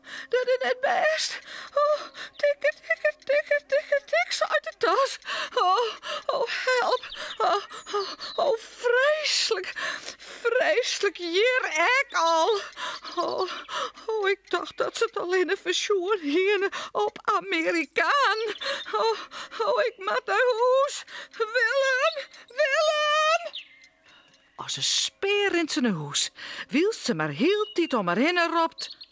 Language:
Western Frisian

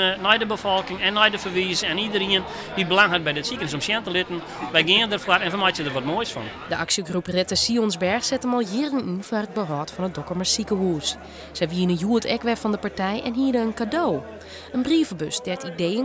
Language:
Western Frisian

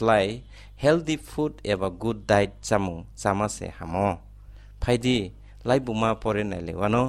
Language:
Kok Borok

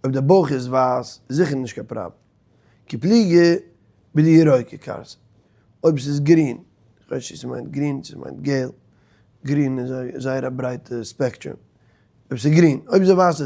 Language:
Yiddish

